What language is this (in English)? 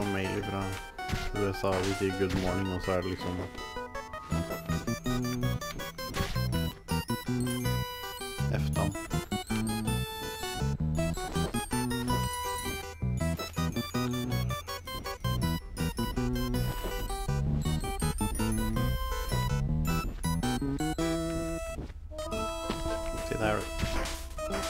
Norwegian